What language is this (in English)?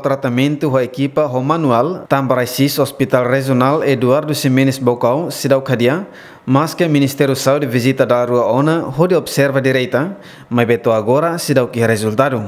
Tetum